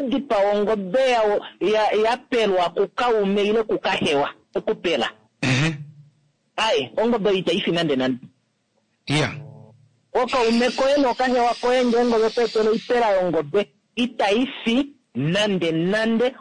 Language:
Kuanyama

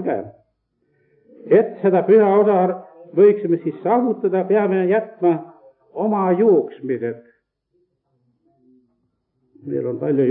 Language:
Estonian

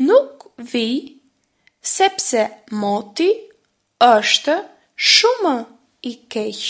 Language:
Albanian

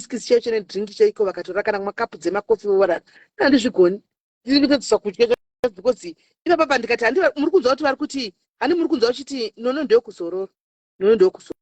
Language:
Shona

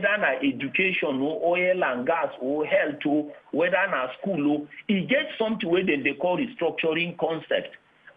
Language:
Nigerian Pidgin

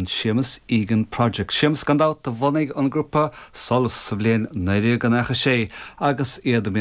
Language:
Irish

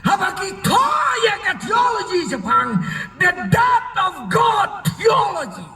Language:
Khasi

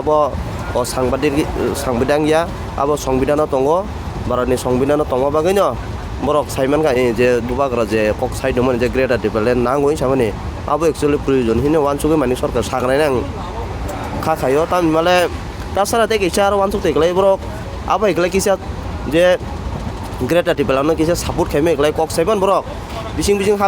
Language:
Kok Borok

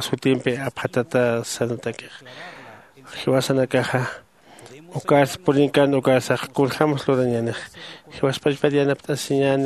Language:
Aymara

